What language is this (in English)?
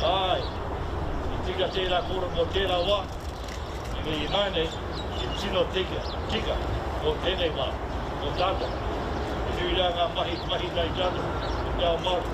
Māori